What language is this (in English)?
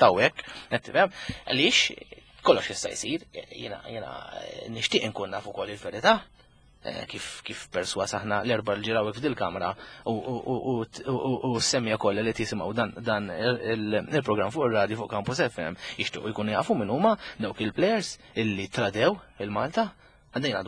Maltese